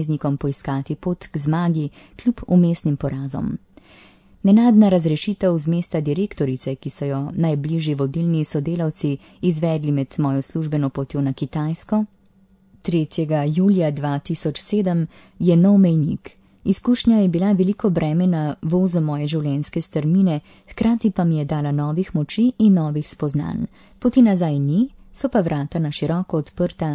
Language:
Slovenian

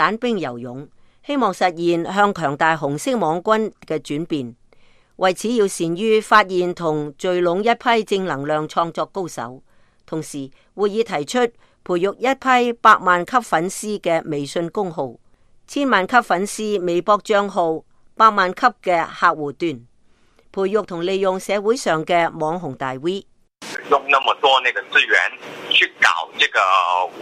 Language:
Cantonese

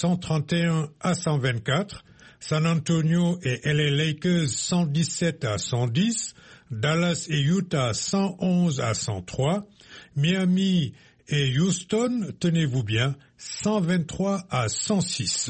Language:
French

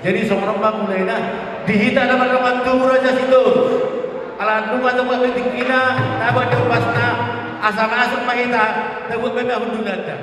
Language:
Batak Toba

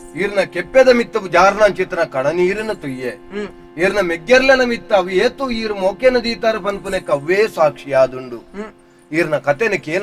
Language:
Tulu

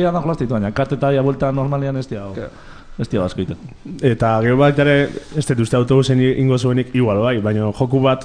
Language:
Basque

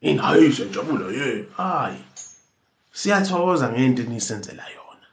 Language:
Zulu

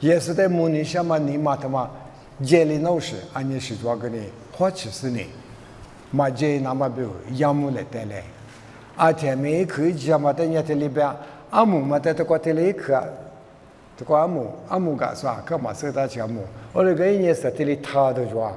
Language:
Lisu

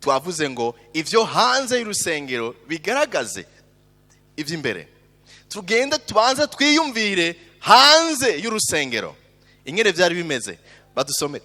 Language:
Rundi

